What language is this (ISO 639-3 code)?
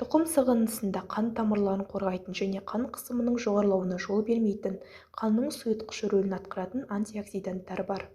kaz